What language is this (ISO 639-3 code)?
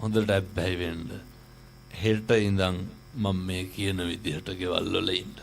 sin